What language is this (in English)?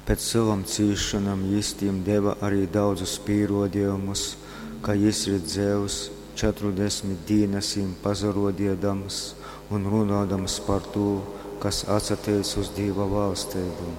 Latgalian